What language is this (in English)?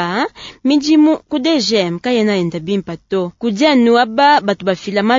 Luba-Lulua